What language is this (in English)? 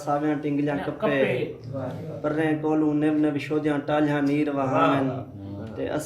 Saraiki